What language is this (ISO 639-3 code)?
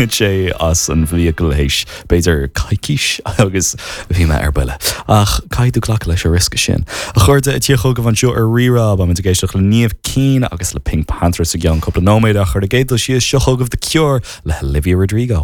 gle